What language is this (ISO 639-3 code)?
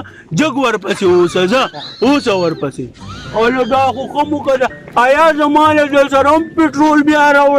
pus